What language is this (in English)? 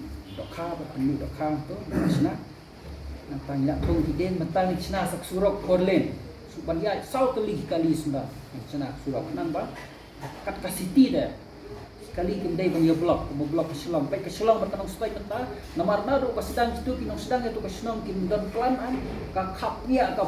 Khasi